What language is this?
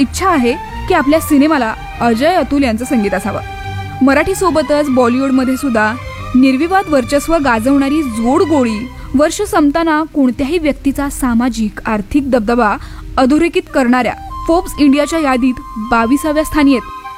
Marathi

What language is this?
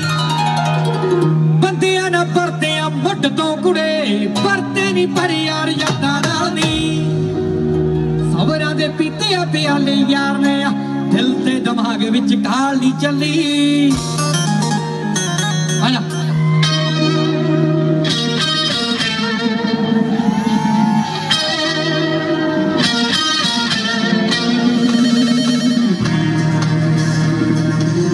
Punjabi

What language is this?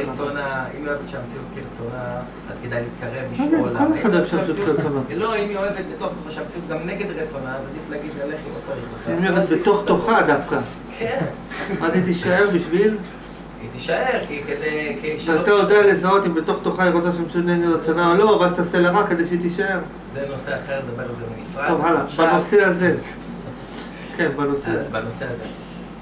Hebrew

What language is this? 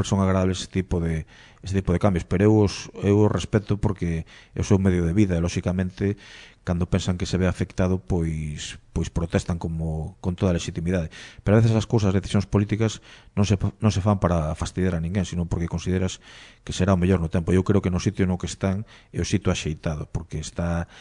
Galician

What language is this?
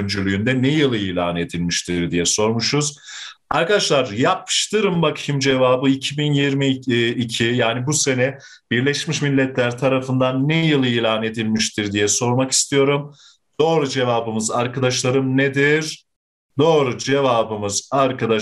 Turkish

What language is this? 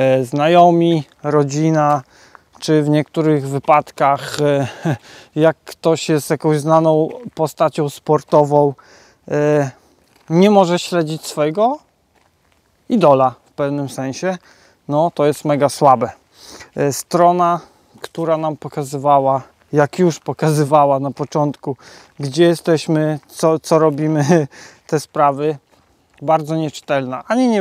Polish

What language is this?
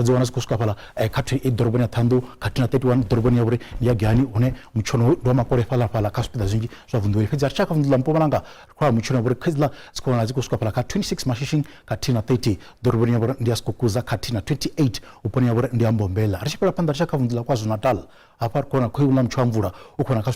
Venda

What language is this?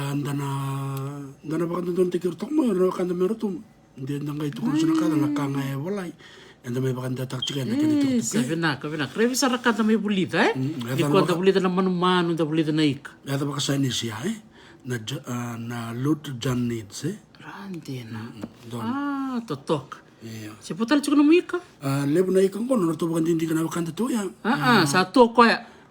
Fijian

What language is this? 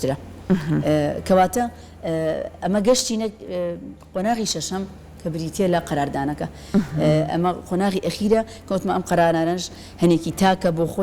Central Kurdish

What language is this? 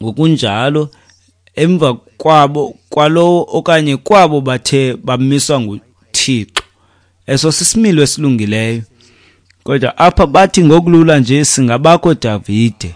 Xhosa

